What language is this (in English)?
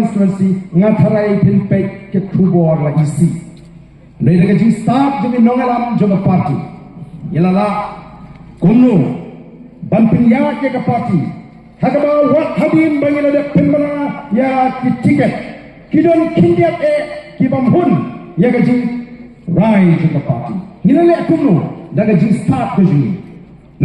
Khasi